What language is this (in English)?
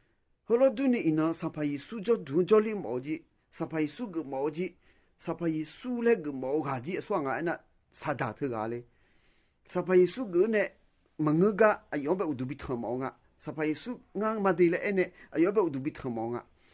Akha